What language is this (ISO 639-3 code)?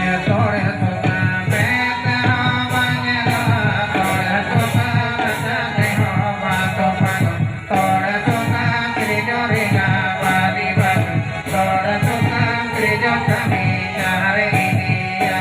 sat